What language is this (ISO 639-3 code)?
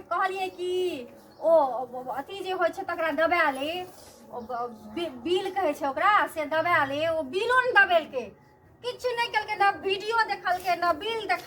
mai